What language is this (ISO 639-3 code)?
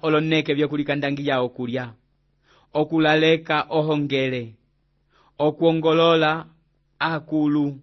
umb